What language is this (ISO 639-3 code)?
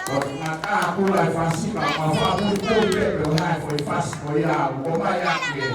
ton